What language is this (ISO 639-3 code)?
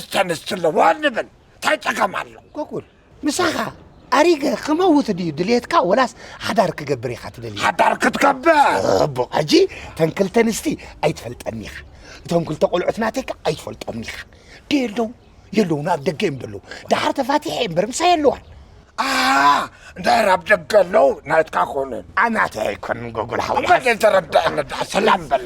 tir